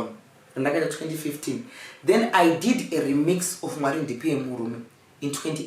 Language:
Shona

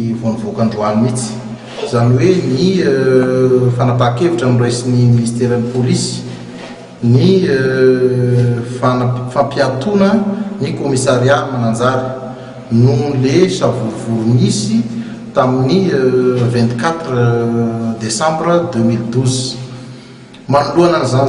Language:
Malagasy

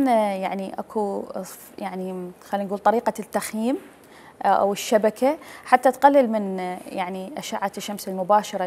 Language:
Mesopotamian Arabic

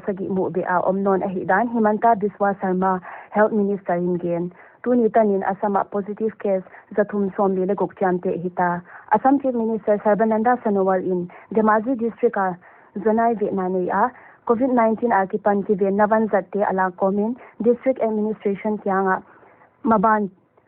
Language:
Paite Chin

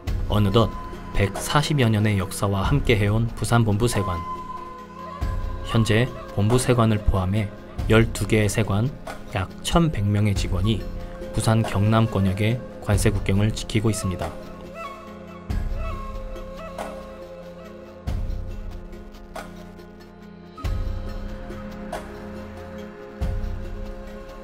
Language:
Korean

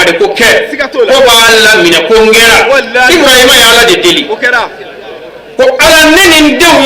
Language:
Bambara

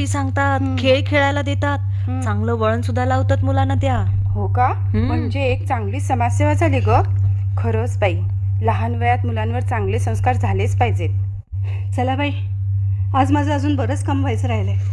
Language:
Marathi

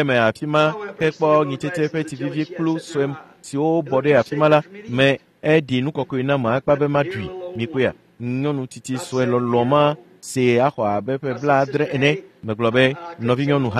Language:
Ewe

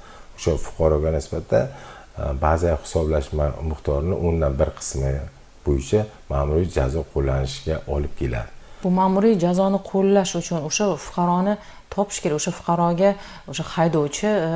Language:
Uzbek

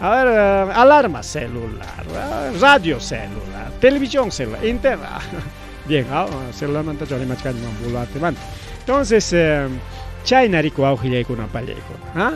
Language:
Ayacucho Quechua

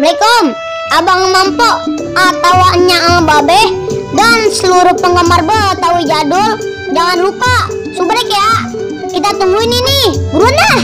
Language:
Betawi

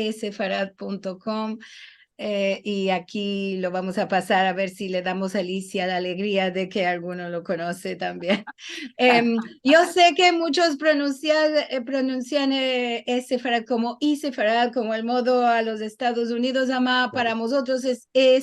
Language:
Ladino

